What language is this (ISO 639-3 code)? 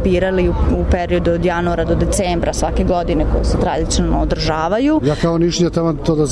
srp